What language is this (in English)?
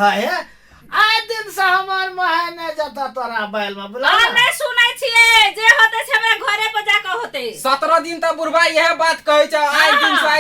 Maithili